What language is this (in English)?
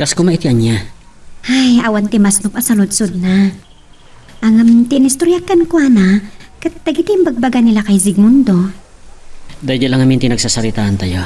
Iloko